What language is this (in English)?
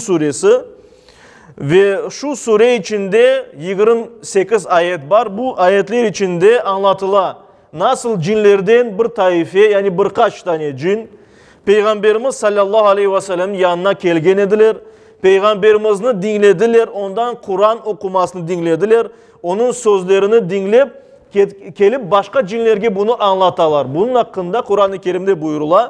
Crimean Tatar